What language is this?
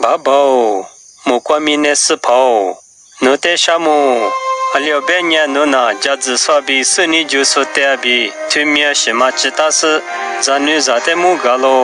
Lisu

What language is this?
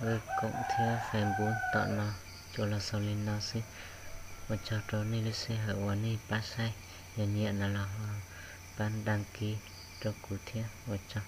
Hmong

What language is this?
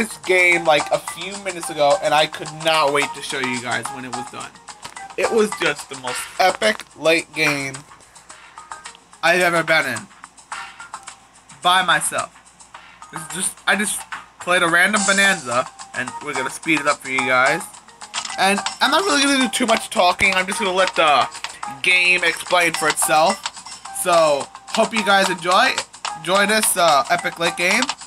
English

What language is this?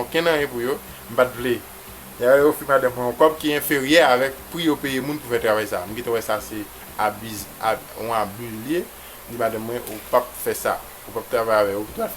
Haitian Creole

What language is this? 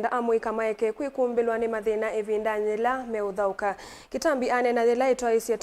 Kamba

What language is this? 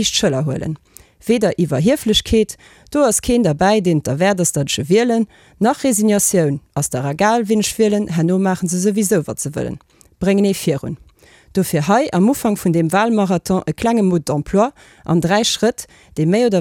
Luxembourgish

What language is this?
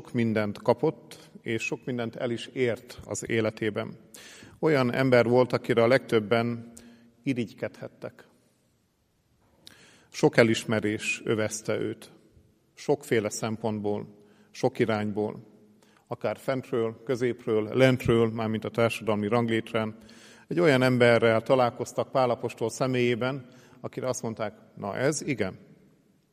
Hungarian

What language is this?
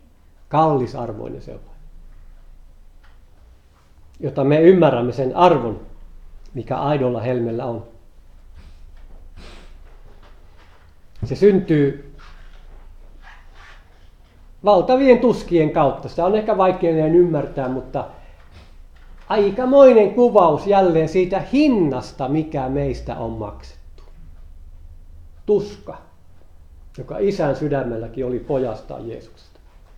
Finnish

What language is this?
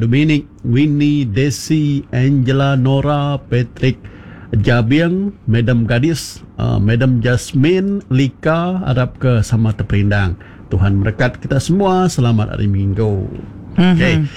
Iban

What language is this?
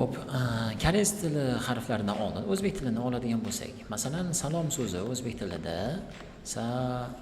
Uzbek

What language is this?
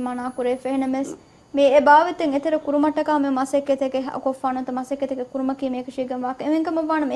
Divehi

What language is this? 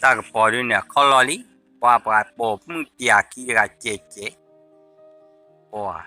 S'gaw Karen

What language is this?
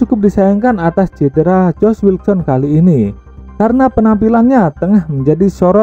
Indonesian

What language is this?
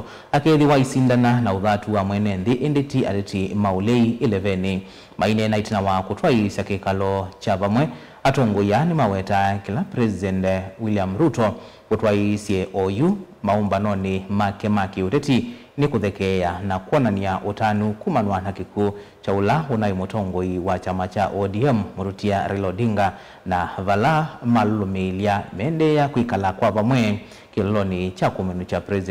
Kamba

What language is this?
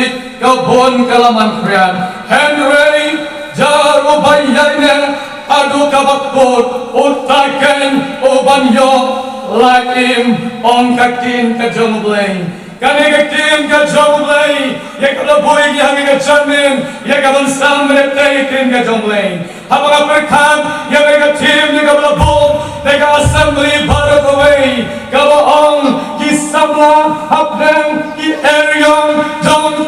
Khasi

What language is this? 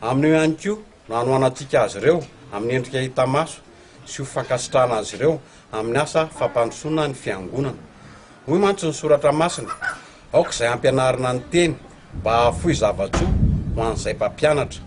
Malagasy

